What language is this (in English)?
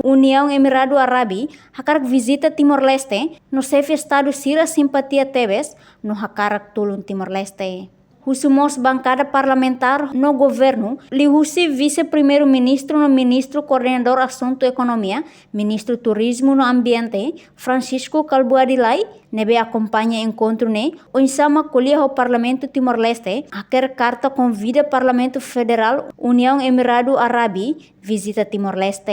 Tetum